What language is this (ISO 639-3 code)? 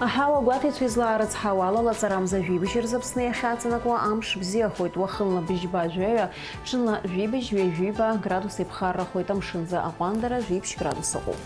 abk